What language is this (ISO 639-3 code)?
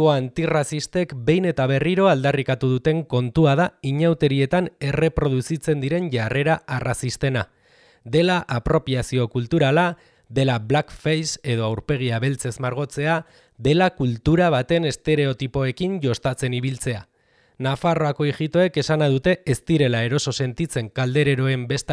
eus